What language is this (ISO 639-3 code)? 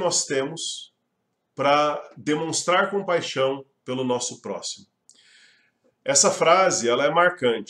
por